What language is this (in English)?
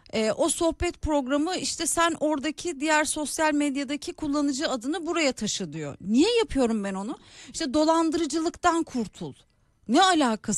Turkish